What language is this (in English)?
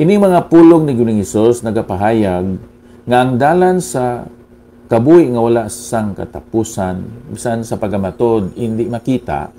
Hiligaynon